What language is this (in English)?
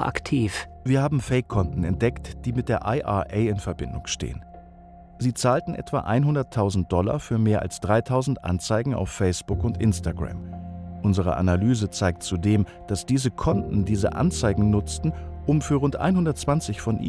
German